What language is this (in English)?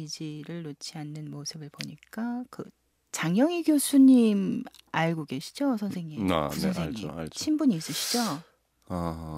Korean